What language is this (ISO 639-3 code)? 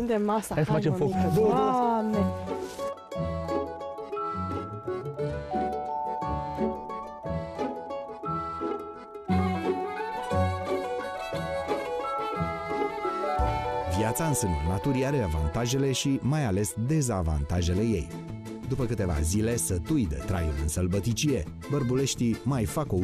ron